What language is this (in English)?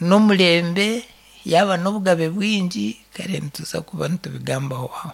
Nyankole